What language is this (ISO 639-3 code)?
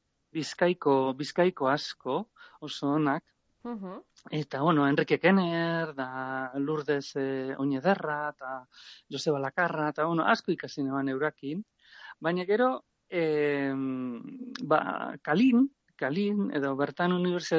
eus